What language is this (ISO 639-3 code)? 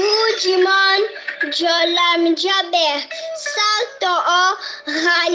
ful